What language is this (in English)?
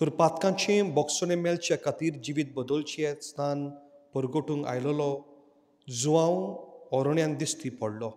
Konkani